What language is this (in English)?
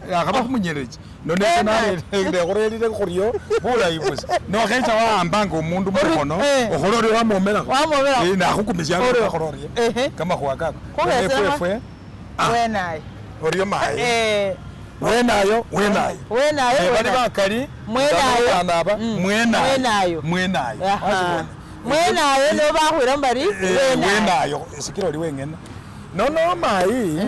Masaaba